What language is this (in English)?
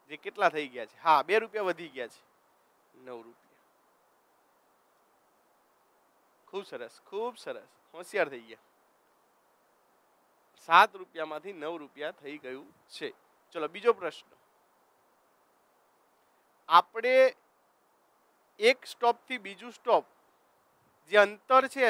Gujarati